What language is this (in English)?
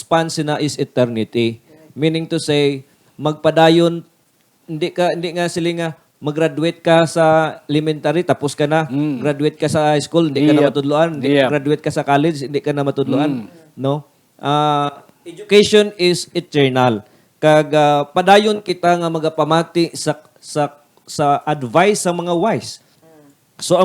Hiligaynon